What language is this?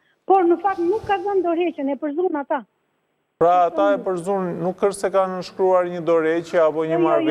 Albanian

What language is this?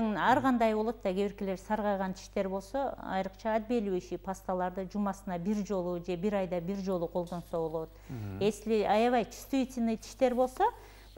Kyrgyz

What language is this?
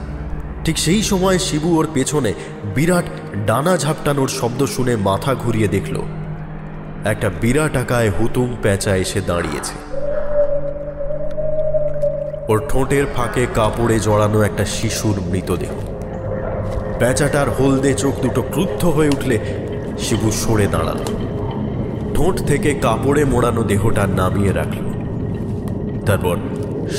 Bangla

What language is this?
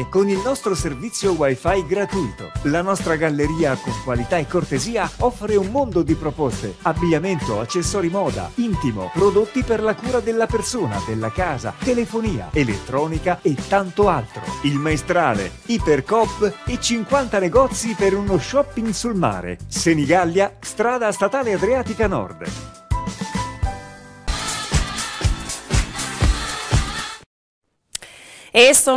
Italian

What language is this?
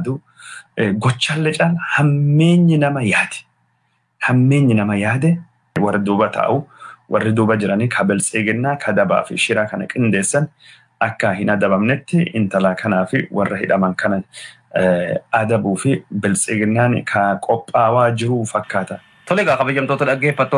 Oromo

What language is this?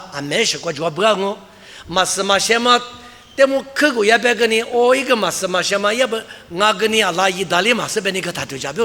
Lisu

